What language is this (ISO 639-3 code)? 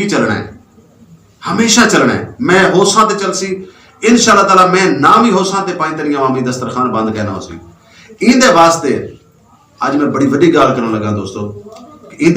skr